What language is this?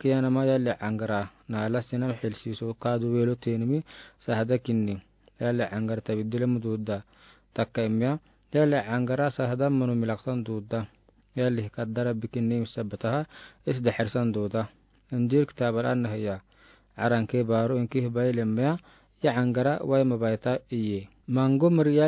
Afar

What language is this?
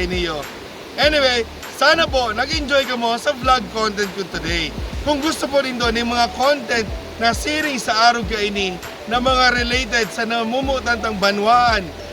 Bikol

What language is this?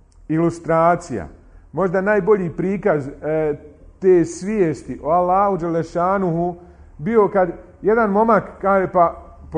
Bosnian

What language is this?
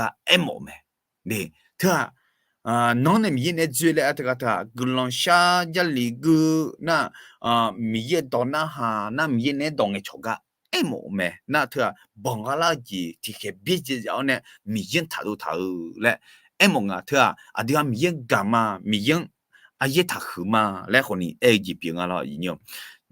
Akha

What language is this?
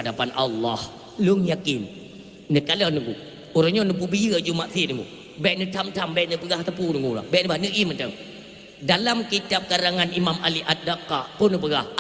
Achinese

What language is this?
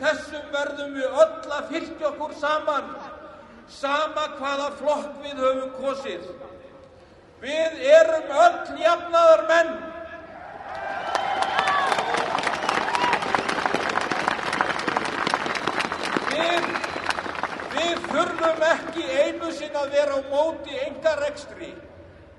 Icelandic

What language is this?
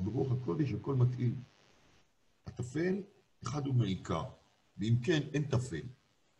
Hebrew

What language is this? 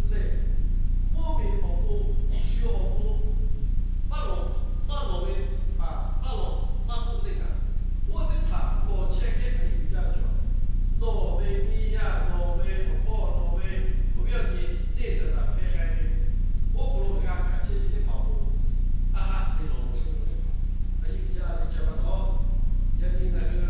Lahu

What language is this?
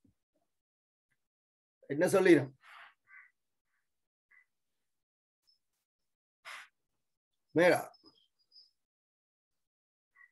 Tamil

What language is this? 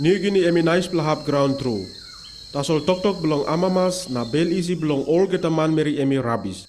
Tok Pisin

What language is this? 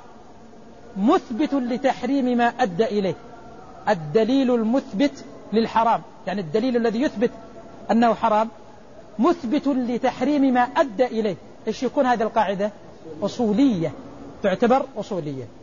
Arabic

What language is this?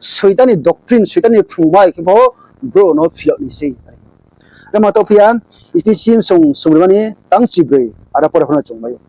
Riang (India)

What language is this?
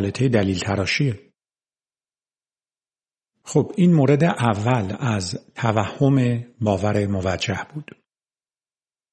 Persian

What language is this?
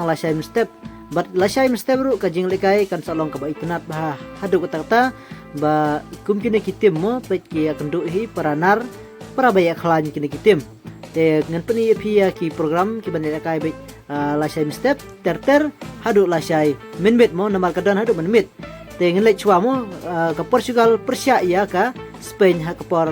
Khasi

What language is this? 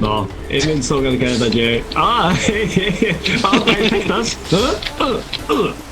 Faroese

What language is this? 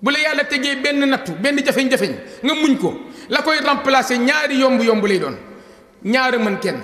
Wolof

